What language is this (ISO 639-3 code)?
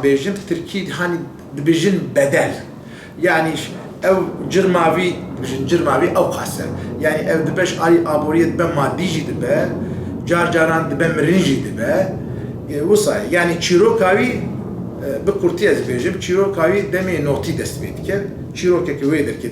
kur